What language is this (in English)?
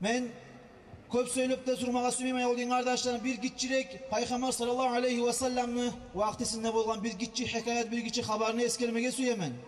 Kumyk